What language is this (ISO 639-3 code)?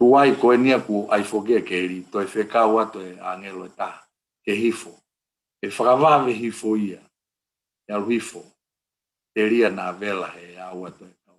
ton